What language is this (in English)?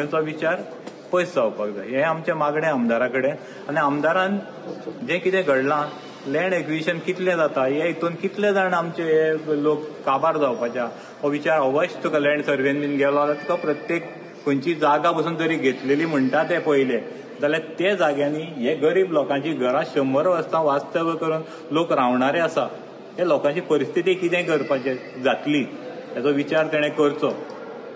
Konkani